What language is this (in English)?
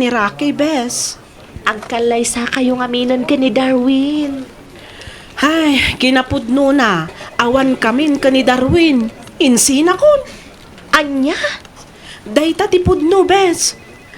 Iloko